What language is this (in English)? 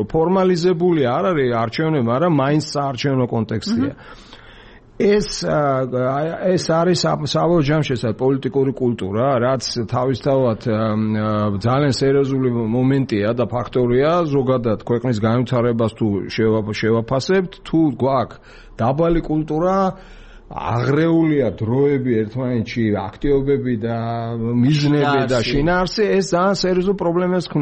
Georgian